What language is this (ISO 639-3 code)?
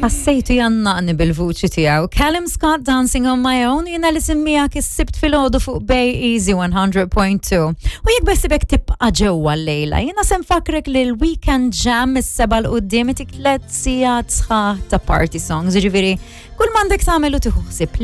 mlt